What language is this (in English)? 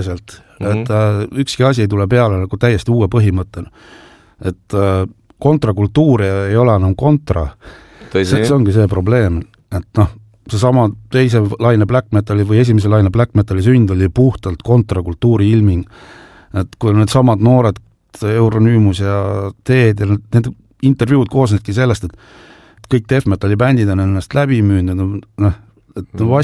Estonian